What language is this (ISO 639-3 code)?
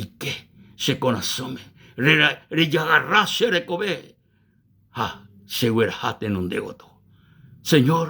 grn